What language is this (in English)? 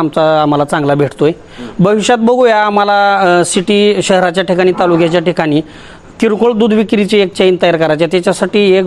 Marathi